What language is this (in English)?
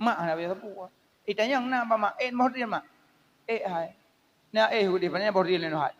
Achinese